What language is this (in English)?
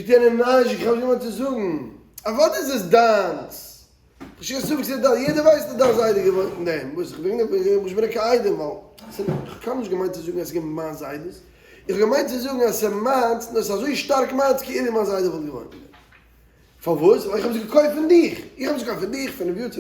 Yiddish